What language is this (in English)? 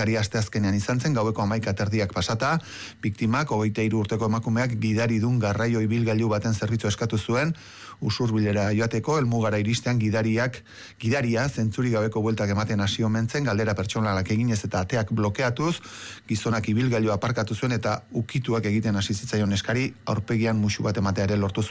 Basque